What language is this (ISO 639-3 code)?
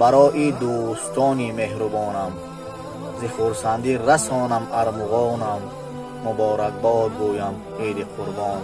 tgk